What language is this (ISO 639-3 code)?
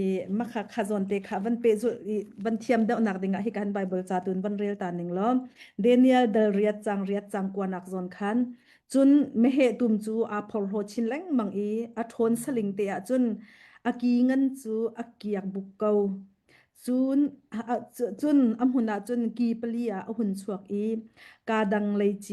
cnh